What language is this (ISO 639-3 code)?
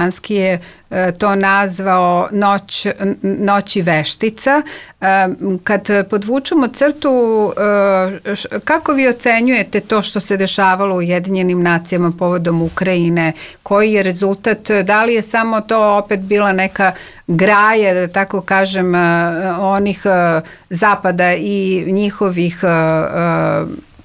srp